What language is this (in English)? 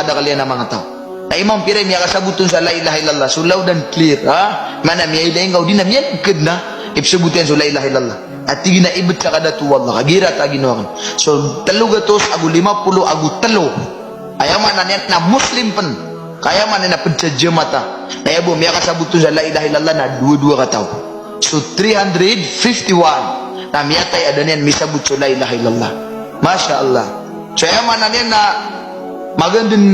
Maranao